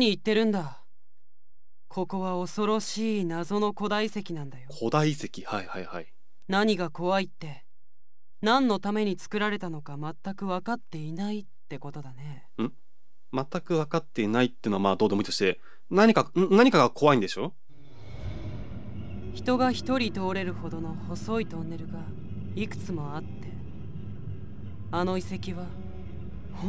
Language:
Japanese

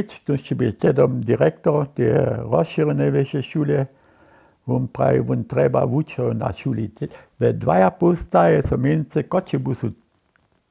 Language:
Upper Sorbian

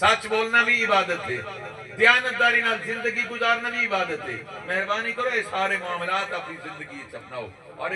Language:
Saraiki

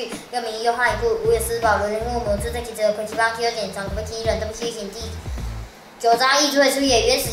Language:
Literary Chinese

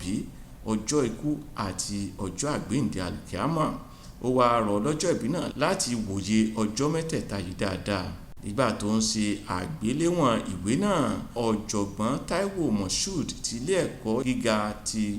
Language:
Yoruba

